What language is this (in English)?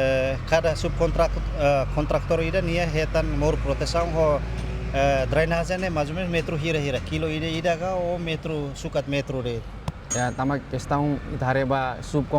Tetum